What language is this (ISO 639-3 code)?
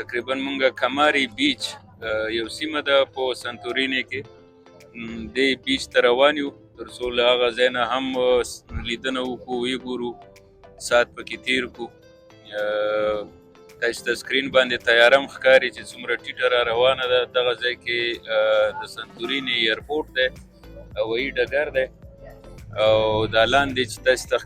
pus